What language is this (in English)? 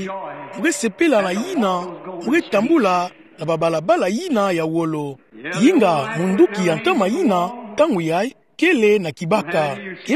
Kituba (Democratic Republic of Congo)